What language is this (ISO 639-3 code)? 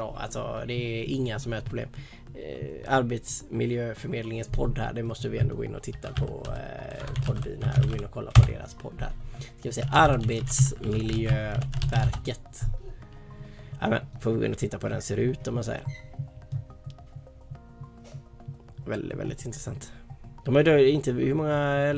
swe